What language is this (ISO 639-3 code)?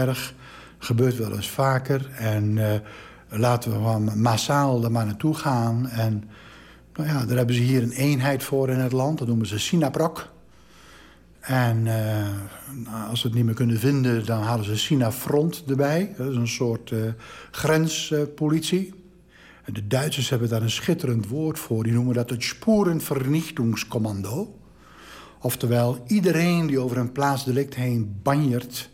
nld